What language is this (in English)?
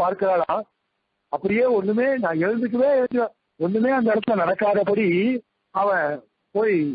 Tamil